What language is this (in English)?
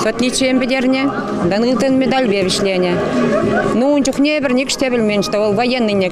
Chuvash